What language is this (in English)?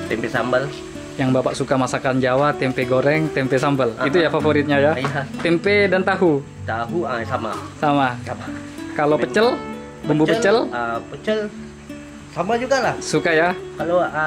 Indonesian